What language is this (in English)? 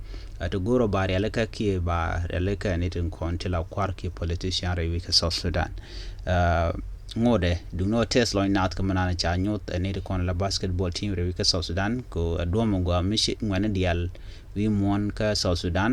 Nuer